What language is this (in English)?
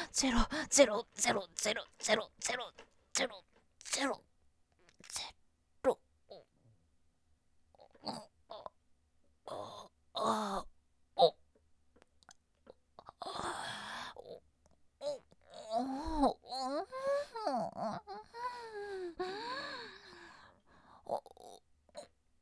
Japanese